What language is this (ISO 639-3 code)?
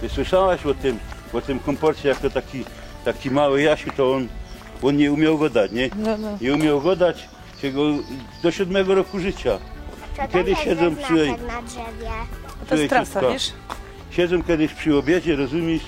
szl